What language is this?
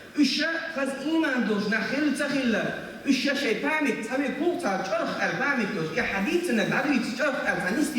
Chechen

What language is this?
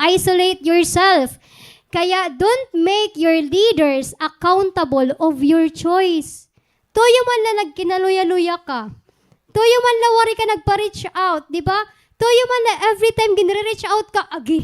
Waray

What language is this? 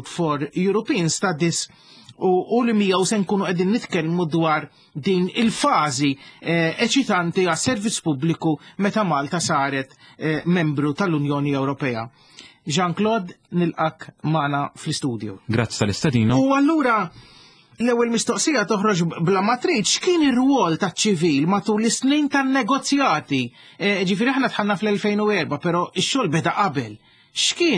Maltese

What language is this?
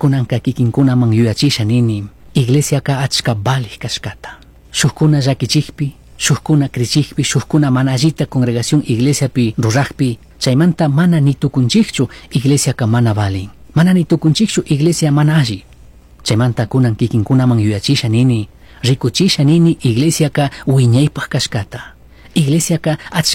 Chimborazo Highland Quichua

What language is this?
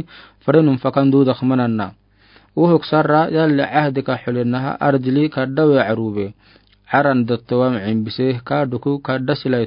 Afar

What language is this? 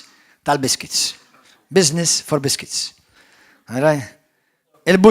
Maltese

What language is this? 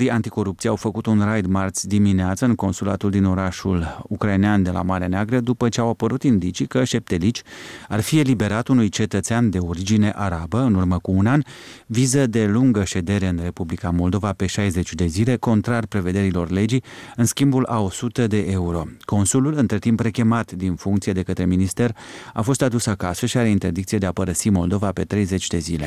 Romanian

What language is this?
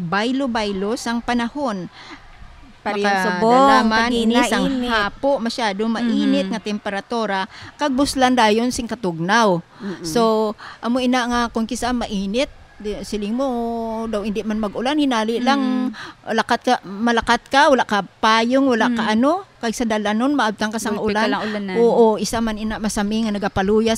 Hiligaynon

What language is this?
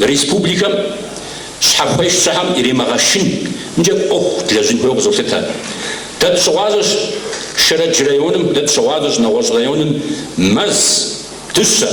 Kabardian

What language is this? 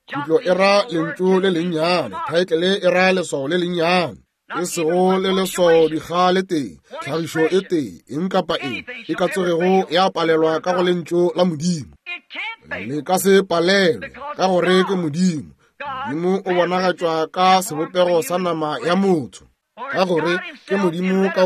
Northern Sotho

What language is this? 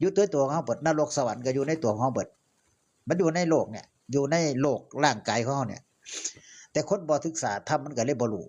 Northeastern Thai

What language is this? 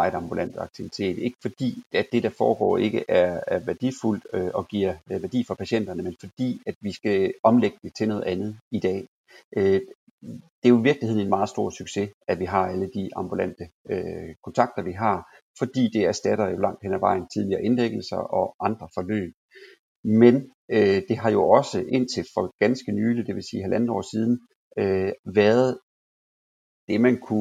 Danish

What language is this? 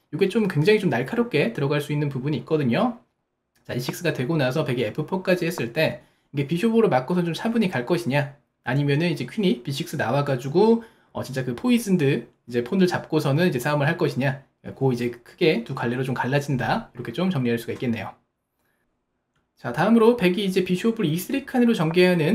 Korean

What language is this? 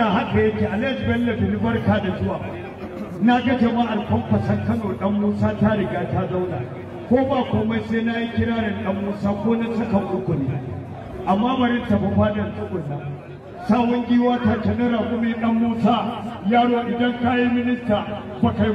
Hausa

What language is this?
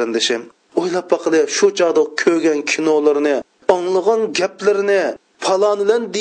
Uyghur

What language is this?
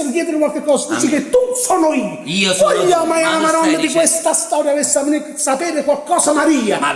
Neapolitan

